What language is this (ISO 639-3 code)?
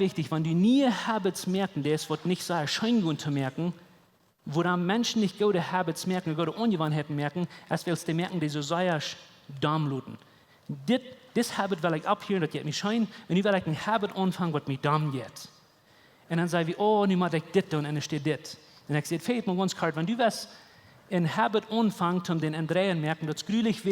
pdt